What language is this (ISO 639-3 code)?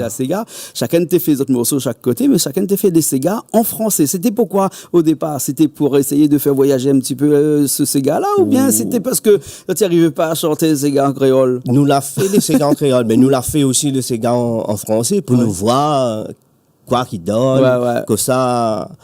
rcf